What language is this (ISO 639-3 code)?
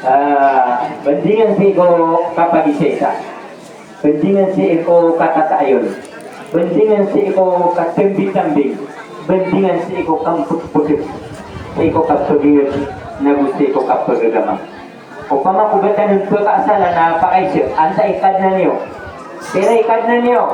mrw